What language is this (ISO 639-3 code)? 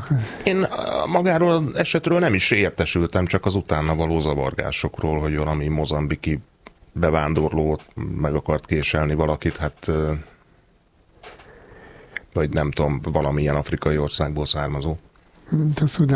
hun